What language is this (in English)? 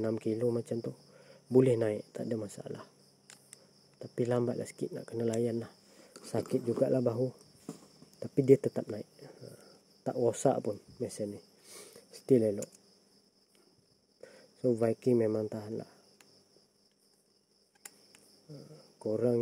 Malay